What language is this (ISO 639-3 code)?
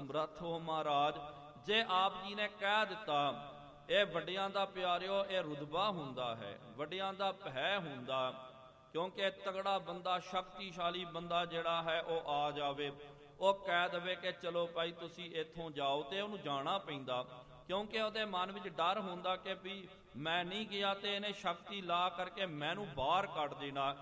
pan